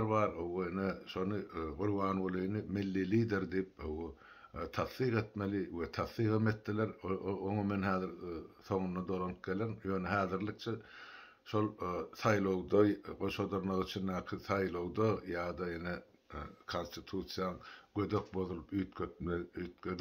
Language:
Turkmen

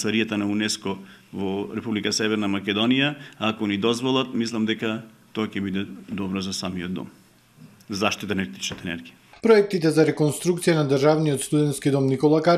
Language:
Macedonian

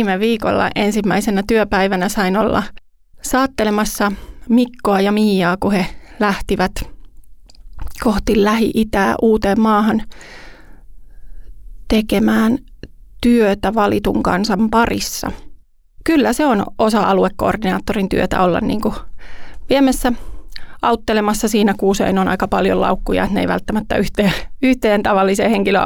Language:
Finnish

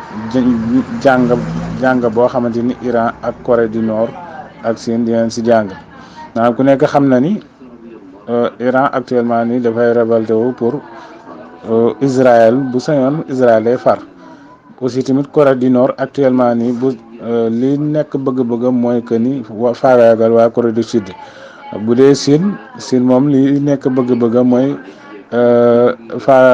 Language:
Wolof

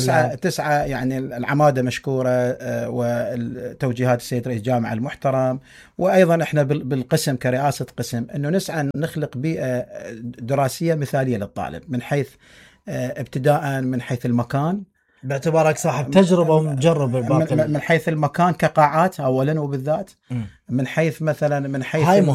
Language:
Mesopotamian Arabic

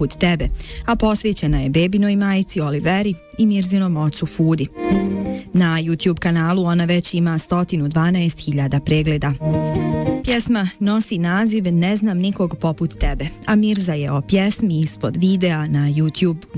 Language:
Bosnian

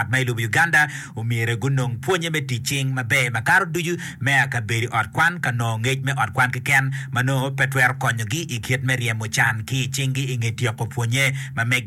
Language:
Acoli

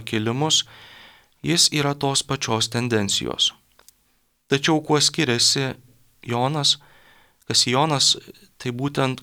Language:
Lithuanian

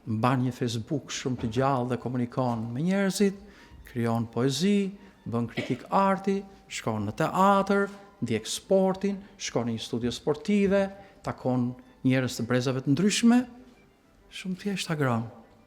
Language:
Albanian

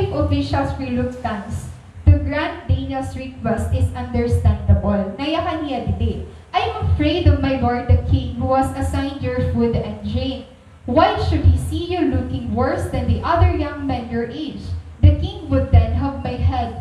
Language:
Waray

